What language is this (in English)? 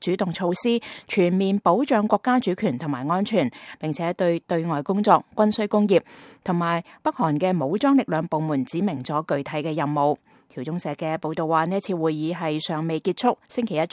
Cantonese